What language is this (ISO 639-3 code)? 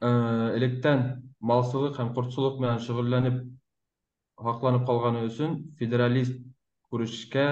bak